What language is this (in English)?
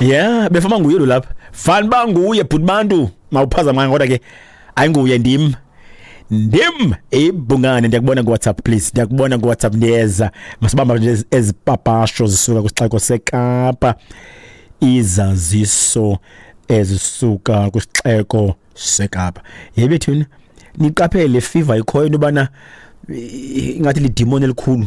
Xhosa